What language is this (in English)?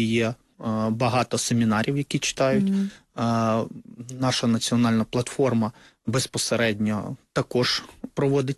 Ukrainian